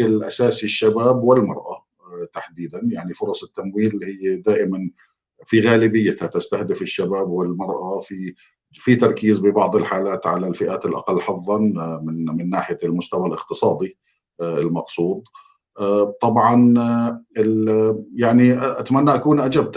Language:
North Levantine Arabic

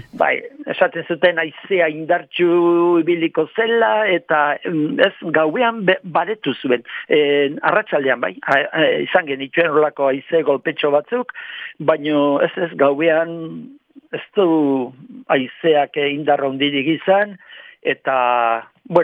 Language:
Basque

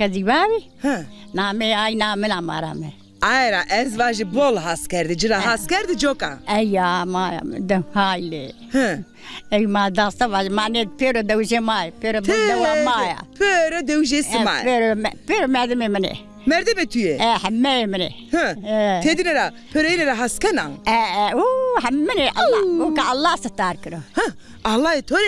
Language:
Zaza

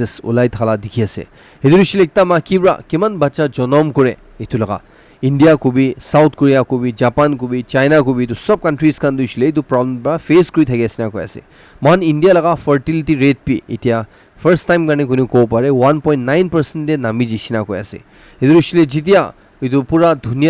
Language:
Naga Pidgin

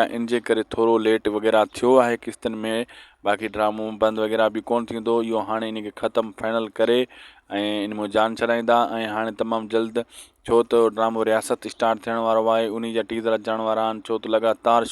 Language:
Sindhi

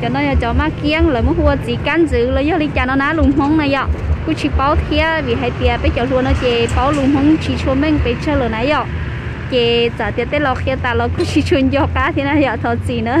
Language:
Hmong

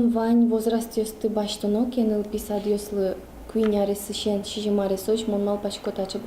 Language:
Udmurt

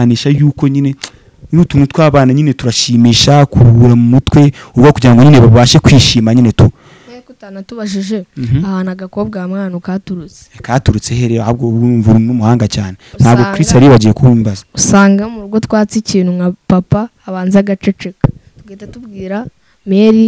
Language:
Kinyarwanda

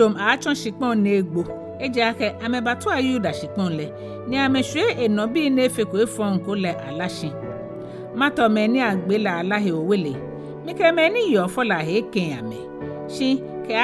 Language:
Ga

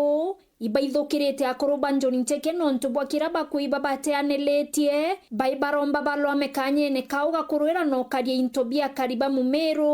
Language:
Meru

